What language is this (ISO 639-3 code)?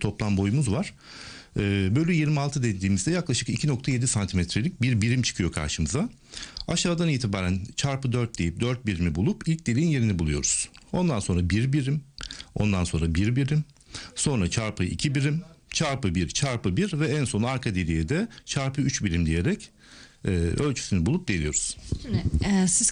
tur